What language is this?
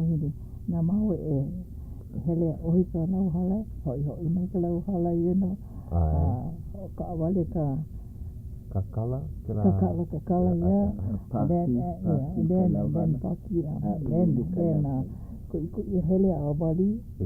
Hawaiian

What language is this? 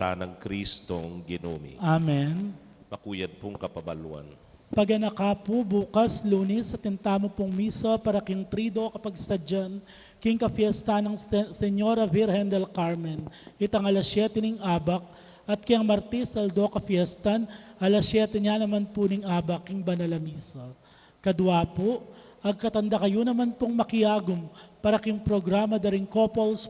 Pampanga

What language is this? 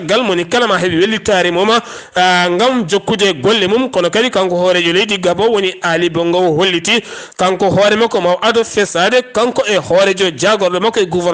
Fula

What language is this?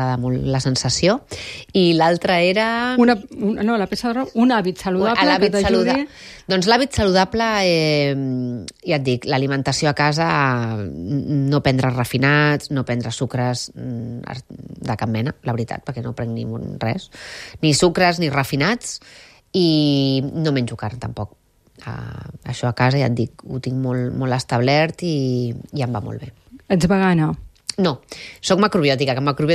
Catalan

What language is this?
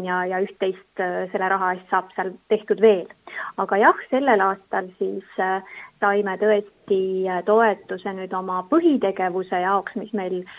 Estonian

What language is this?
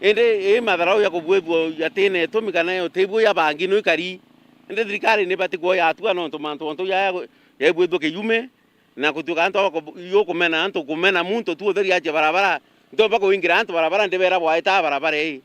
Meru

